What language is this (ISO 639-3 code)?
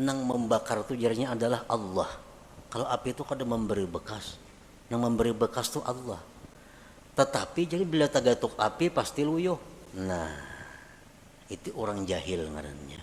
bjn